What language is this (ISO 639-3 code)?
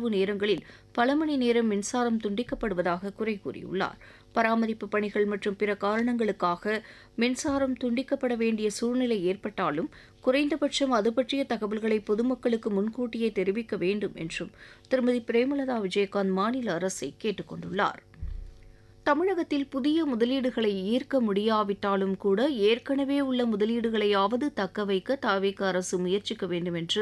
tam